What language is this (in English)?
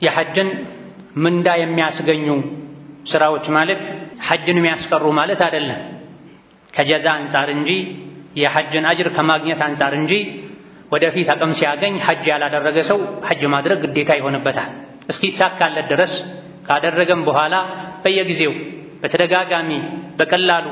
Amharic